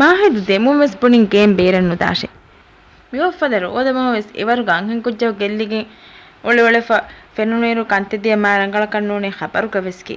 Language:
Divehi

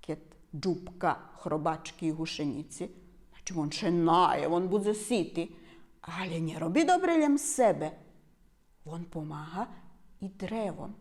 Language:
Rusyn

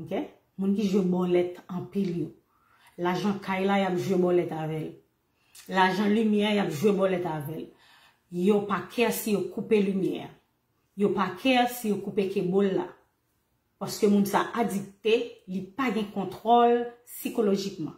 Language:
Haitian Creole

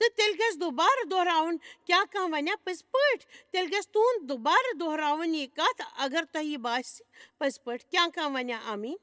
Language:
Kashmiri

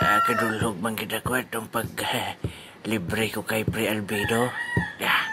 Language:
Hiligaynon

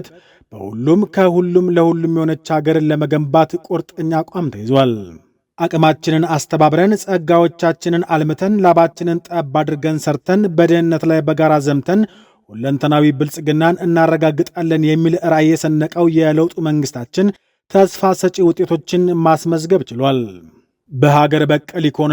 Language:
Amharic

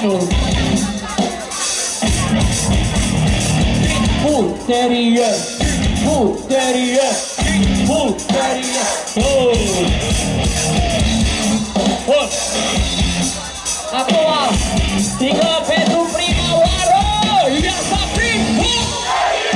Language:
Romanian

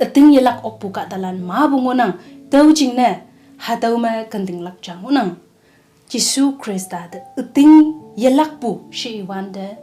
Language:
Konyak Naga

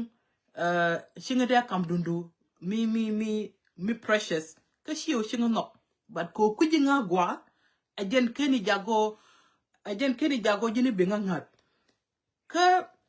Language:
Nuer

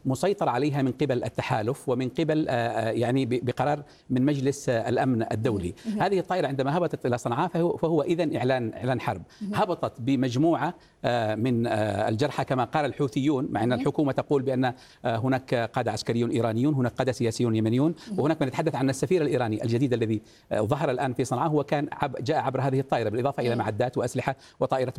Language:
Arabic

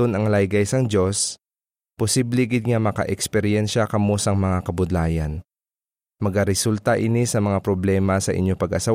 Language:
Hiligaynon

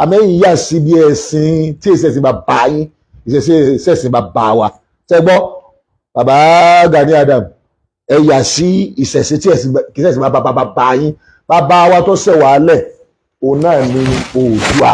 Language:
Yoruba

